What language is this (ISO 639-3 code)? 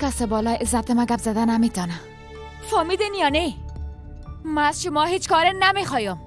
fas